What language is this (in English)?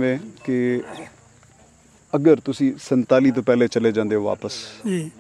Punjabi